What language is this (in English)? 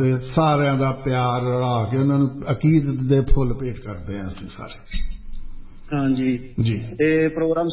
Punjabi